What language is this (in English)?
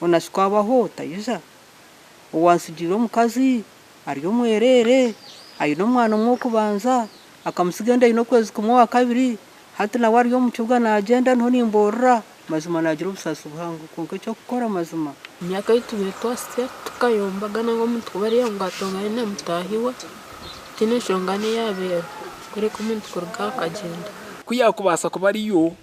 Nyankole